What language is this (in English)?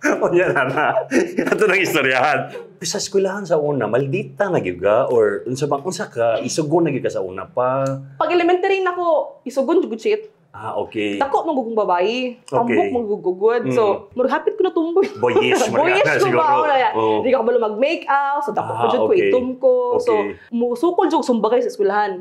Cebuano